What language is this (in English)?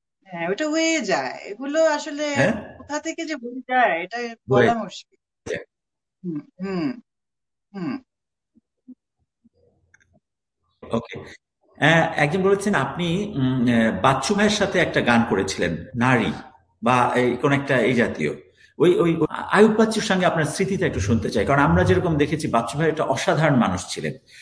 Bangla